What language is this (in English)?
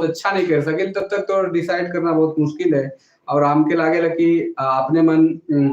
Sadri